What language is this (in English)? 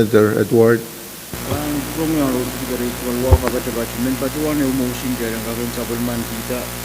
Pohnpeian